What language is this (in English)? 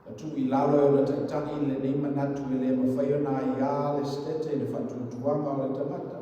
Samoan